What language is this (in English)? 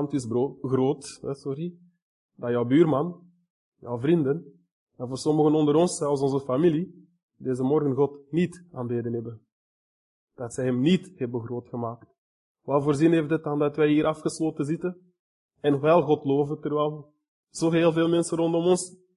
Dutch